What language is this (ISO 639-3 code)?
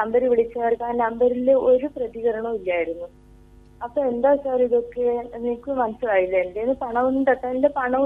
mal